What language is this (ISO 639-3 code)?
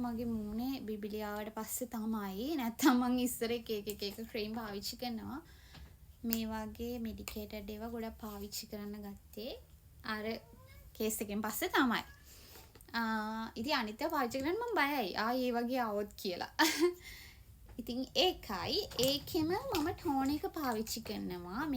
sin